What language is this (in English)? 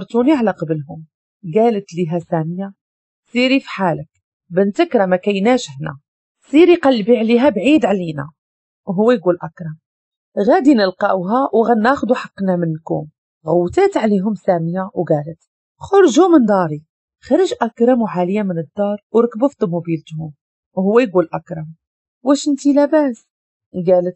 Moroccan Arabic